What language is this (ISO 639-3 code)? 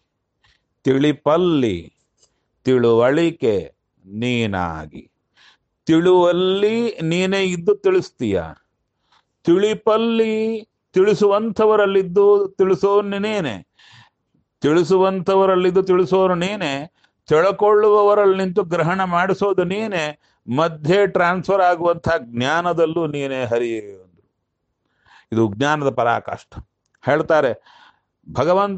kan